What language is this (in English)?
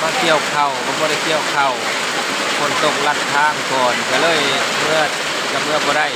Lao